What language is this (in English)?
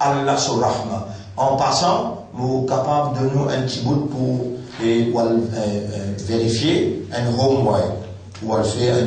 Morisyen